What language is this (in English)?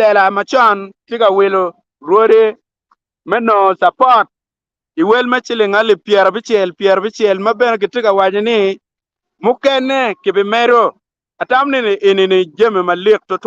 Acoli